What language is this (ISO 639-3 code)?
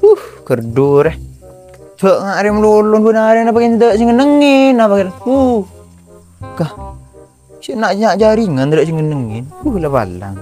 mad